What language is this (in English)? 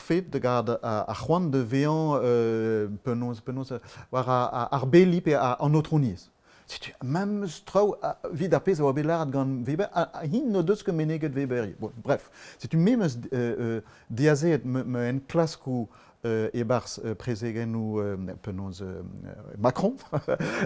Breton